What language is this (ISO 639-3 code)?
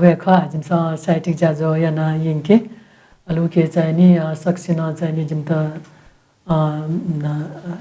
new